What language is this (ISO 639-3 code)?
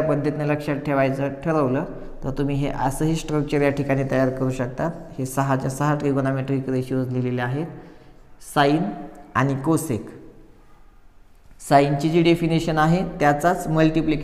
mar